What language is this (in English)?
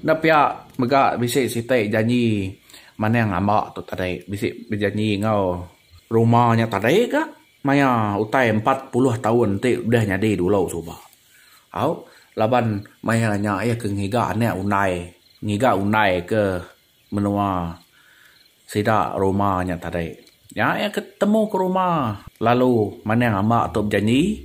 Iban